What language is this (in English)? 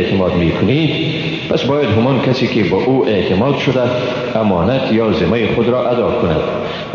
Persian